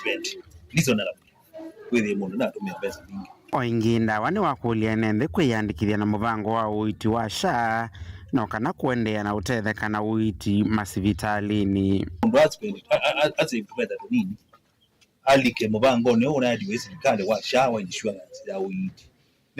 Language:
Kamba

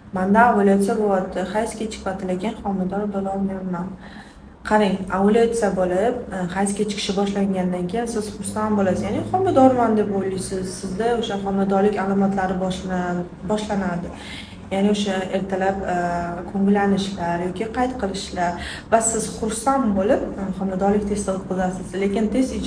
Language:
Uzbek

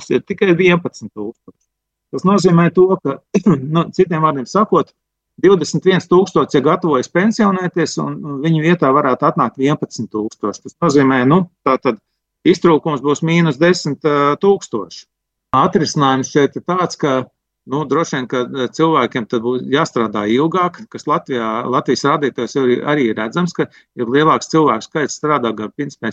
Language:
Latvian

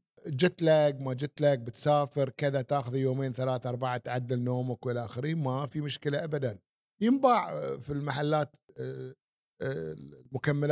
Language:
Gulf Arabic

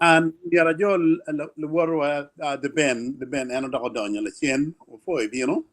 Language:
Acoli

